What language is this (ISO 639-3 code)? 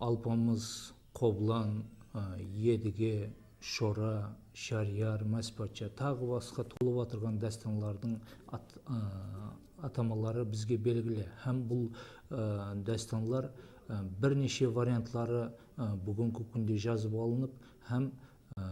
kaa